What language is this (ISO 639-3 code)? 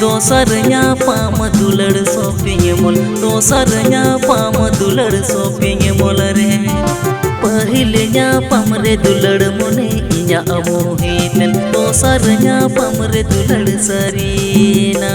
sat